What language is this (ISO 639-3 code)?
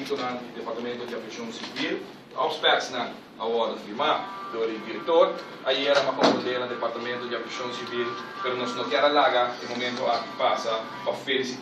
pap